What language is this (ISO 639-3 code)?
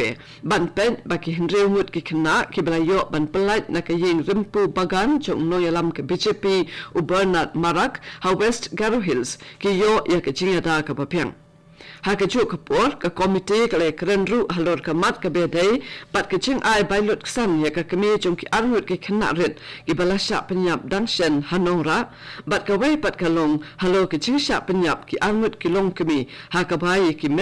kha